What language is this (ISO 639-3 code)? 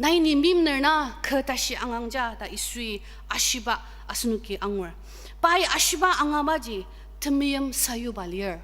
njo